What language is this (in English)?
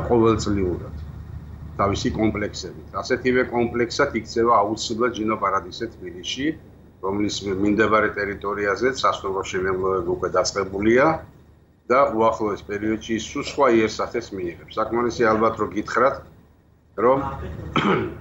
Georgian